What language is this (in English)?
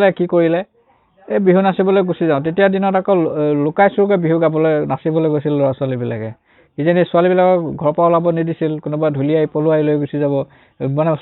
Assamese